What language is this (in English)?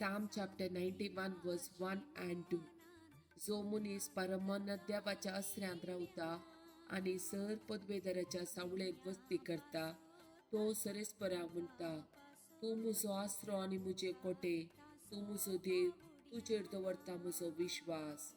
Konkani